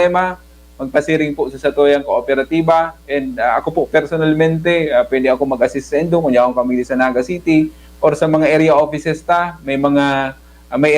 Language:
Bikol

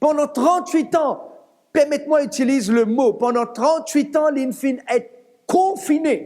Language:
Morisyen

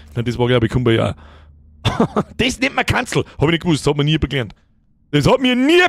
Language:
Bavarian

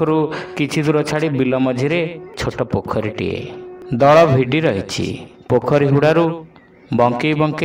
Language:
Odia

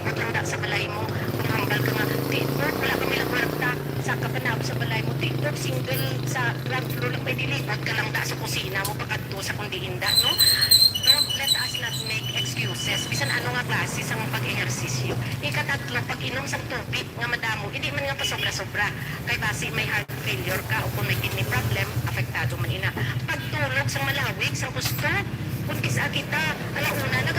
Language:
Hiligaynon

